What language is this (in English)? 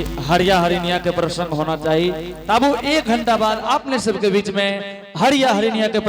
Angika